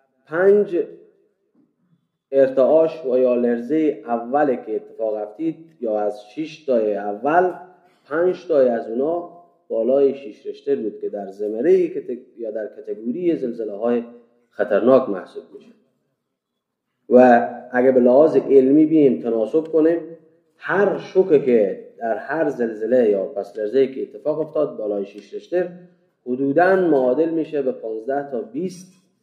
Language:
Persian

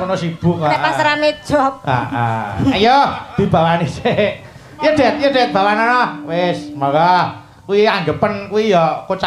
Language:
Javanese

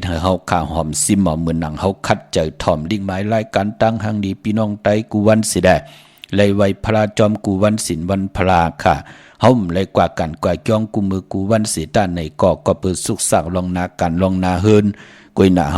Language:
Shan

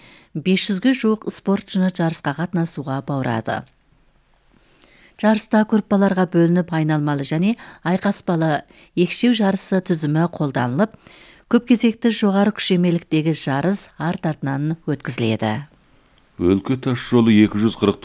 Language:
Kazakh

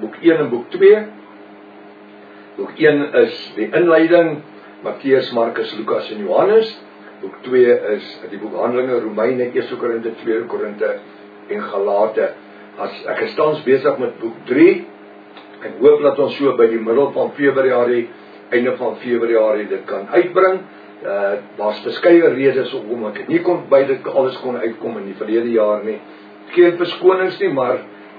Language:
Afrikaans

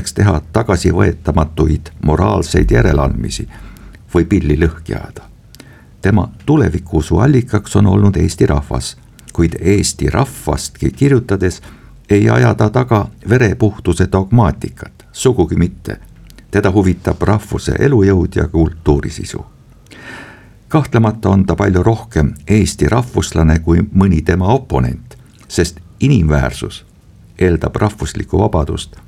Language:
Estonian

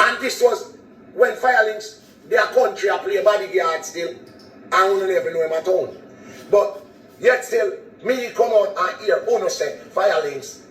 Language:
Jamaican Creole English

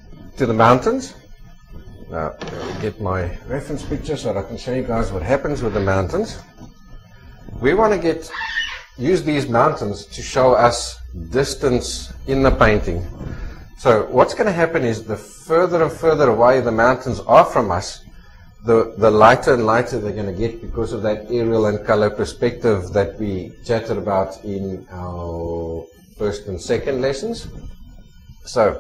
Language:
English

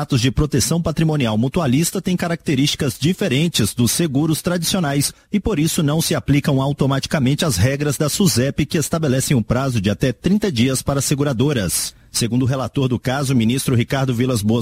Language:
Portuguese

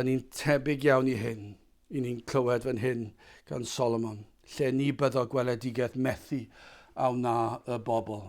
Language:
Welsh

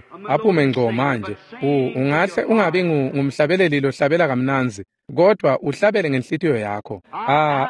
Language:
Swati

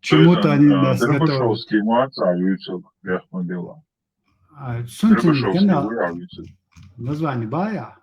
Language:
Chechen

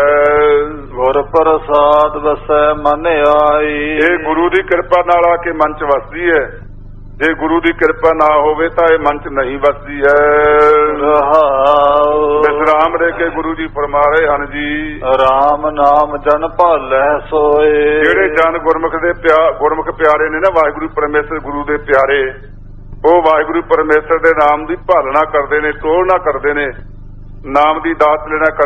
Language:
Punjabi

